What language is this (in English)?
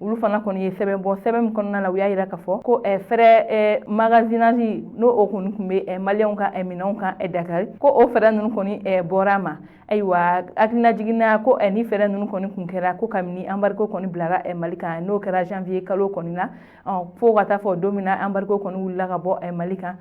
Bambara